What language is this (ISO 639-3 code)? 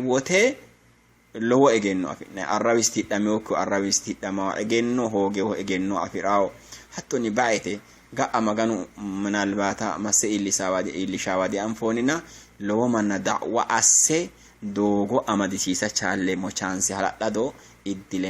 sid